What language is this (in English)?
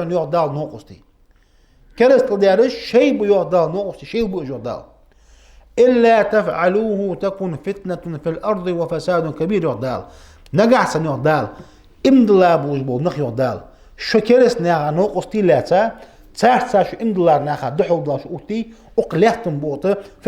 Ingush